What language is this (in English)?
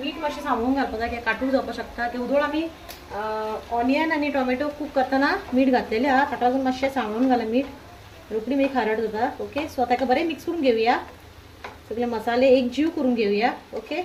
Konkani